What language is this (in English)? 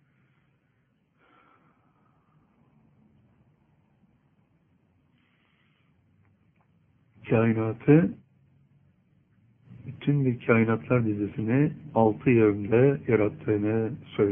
Turkish